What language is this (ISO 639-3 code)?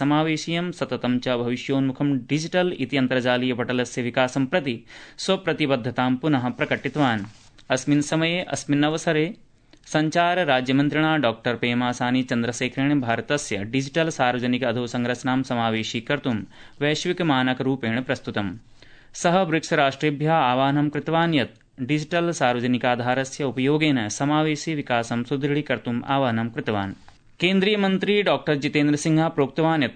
san